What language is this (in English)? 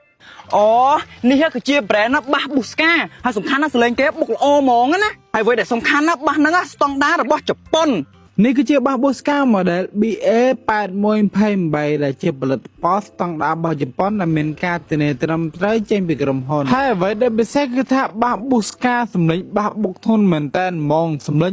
Khmer